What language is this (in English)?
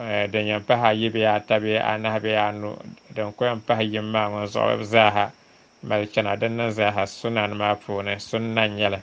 Dagbani